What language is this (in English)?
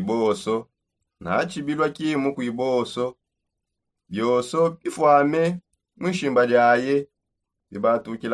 Songe